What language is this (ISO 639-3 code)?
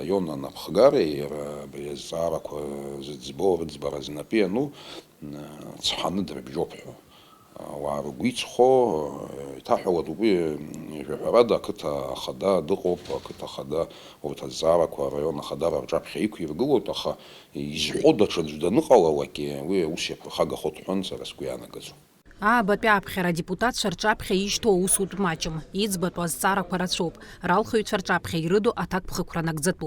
abk